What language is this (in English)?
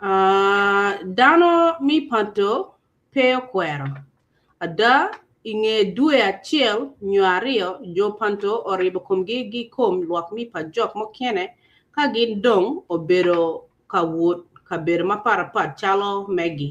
Acoli